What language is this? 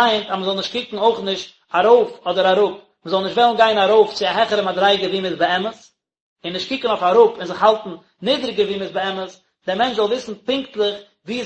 Yiddish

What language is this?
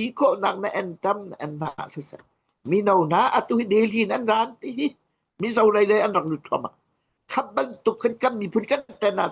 Hakha Chin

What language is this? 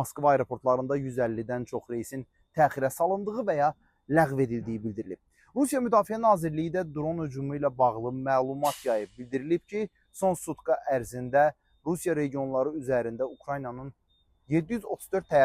Azerbaijani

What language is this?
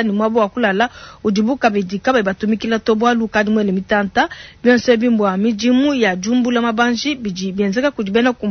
Luba-Lulua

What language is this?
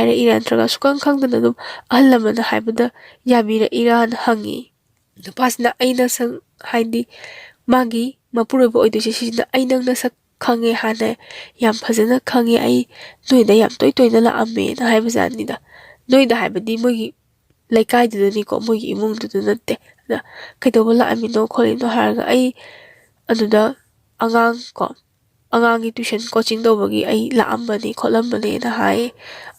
Manipuri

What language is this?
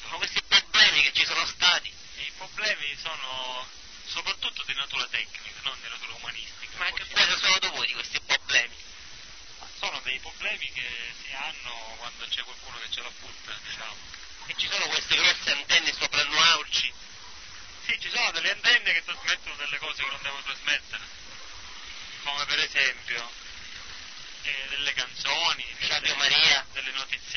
Italian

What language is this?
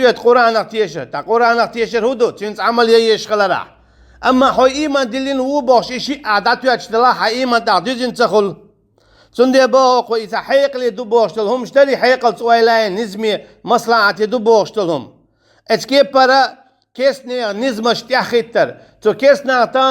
Chechen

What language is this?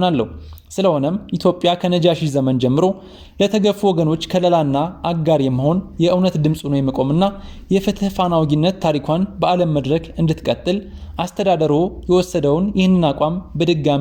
Amharic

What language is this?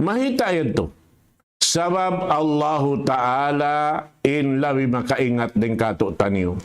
Tausug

